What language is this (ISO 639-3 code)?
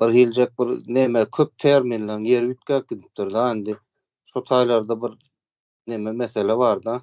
tuk